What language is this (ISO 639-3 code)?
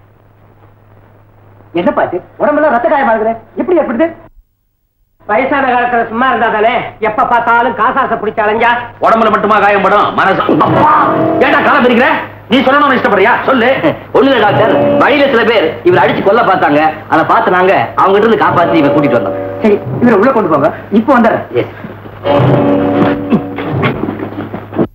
tam